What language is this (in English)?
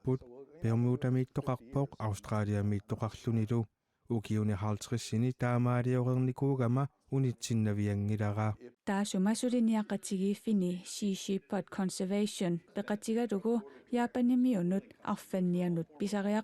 Kalaallisut